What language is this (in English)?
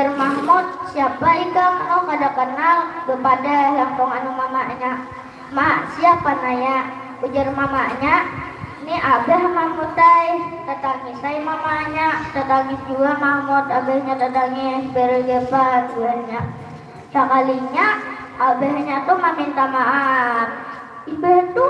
Banjar